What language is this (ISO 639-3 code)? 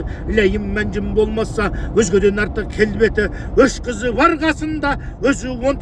kaz